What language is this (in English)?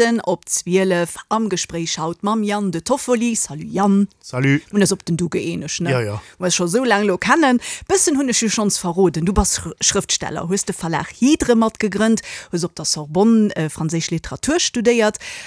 Luxembourgish